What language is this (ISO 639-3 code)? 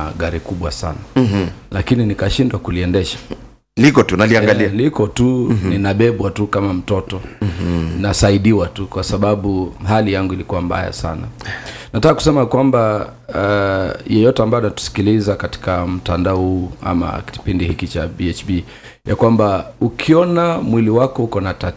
swa